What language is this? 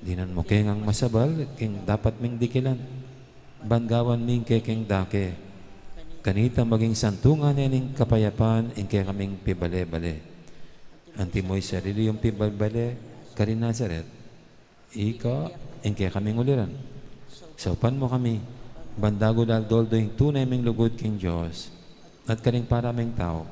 Pampanga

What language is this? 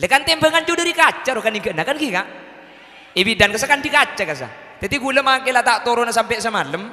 Madurese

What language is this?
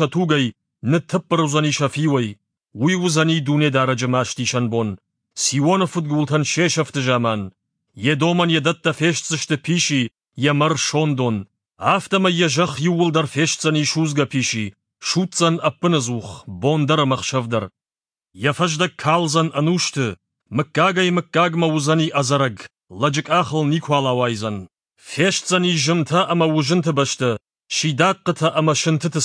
Ossetic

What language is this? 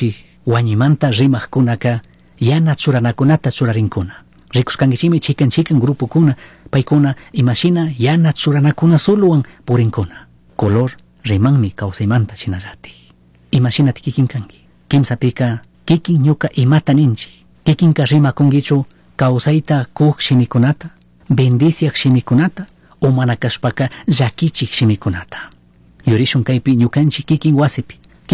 Chimborazo Highland Quichua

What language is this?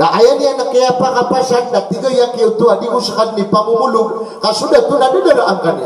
Maranao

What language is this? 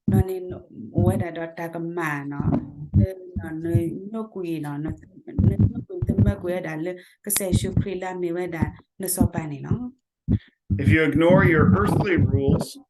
S'gaw Karen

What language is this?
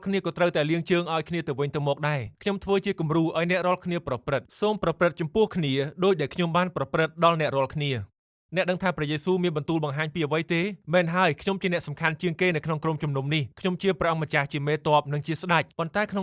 Khmer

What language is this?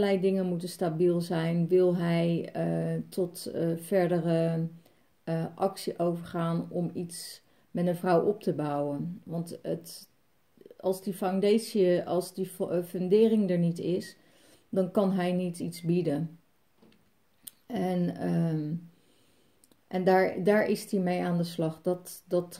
Dutch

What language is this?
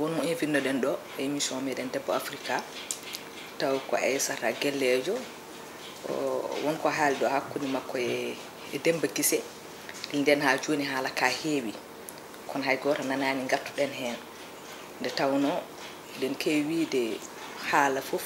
Fula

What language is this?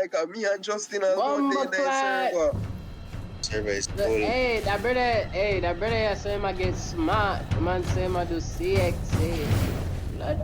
Jamaican Creole English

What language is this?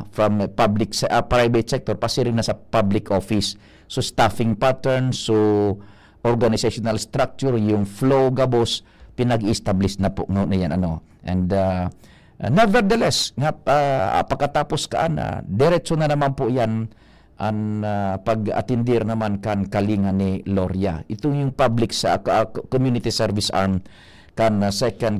Bikol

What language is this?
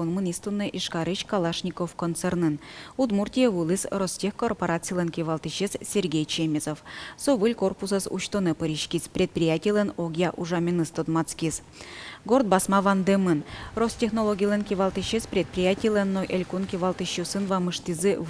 Udmurt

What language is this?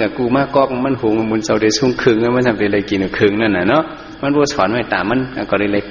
Shan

